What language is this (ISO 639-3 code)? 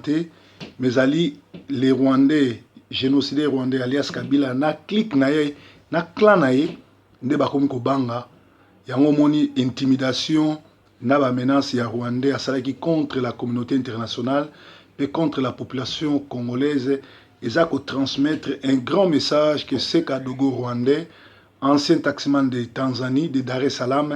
lin